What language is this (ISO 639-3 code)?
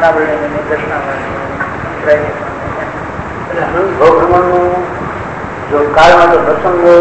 guj